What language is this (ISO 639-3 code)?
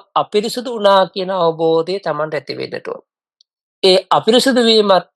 sin